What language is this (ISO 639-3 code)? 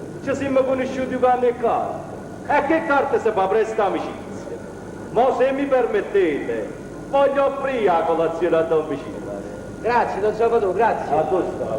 nap